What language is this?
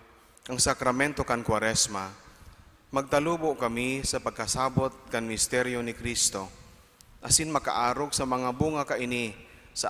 Bikol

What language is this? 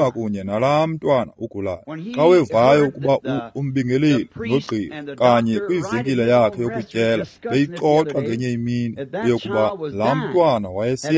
Xhosa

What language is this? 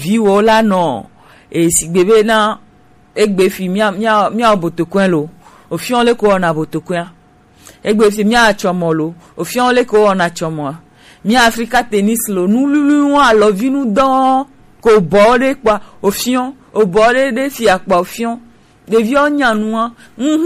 Gen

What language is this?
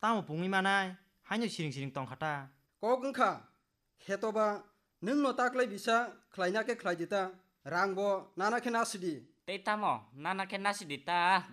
Kok Borok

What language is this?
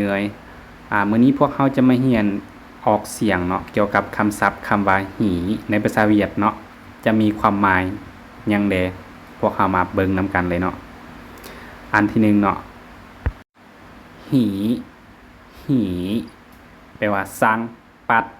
Lao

